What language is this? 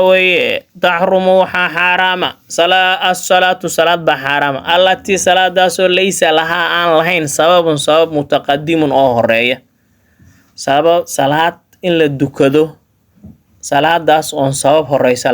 Somali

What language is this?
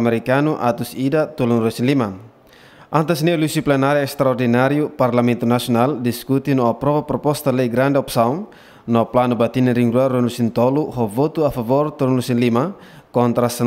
Tetum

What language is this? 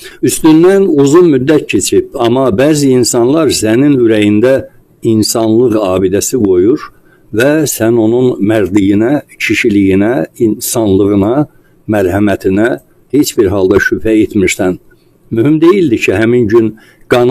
Azerbaijani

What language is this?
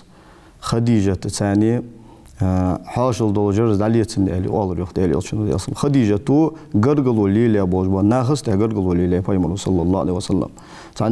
Ingush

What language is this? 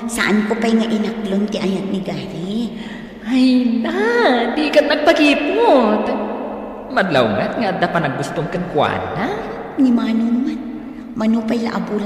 Iloko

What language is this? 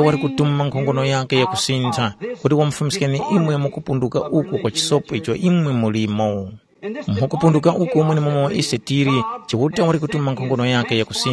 Tumbuka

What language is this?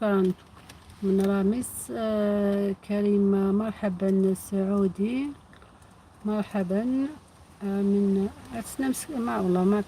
Algerian Arabic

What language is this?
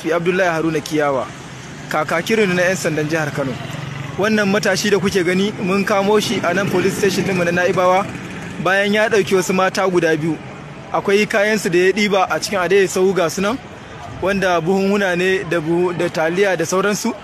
Hausa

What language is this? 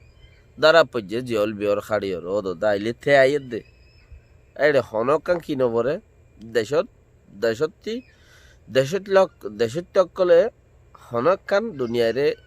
Rohingya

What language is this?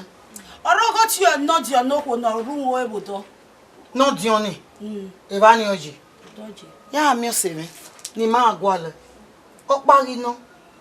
Bini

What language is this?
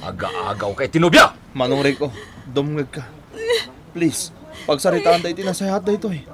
Iloko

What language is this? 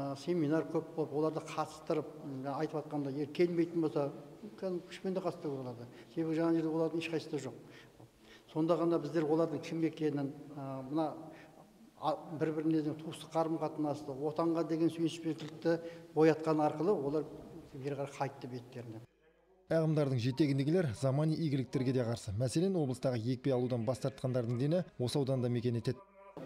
Kazakh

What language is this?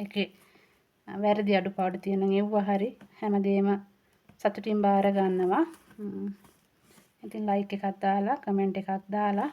Sinhala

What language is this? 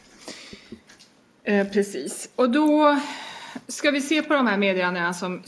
Swedish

